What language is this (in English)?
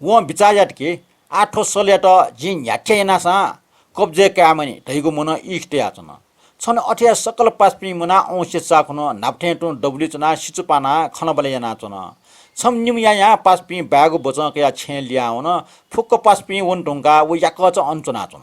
Newari